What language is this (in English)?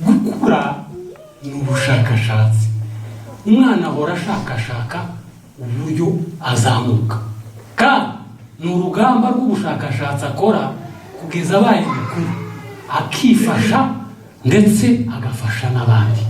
Kinyarwanda